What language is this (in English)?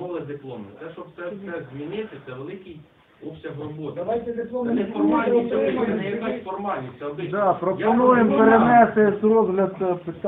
Ukrainian